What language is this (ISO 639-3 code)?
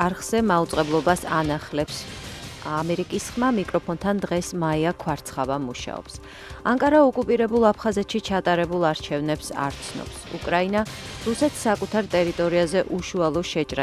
kat